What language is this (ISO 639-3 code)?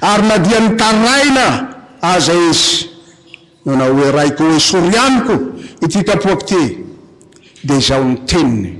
mlg